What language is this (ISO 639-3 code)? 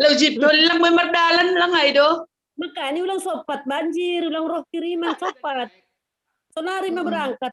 bts